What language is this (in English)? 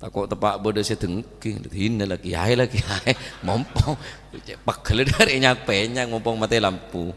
Madurese